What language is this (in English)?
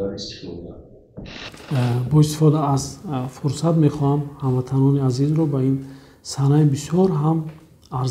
Tajik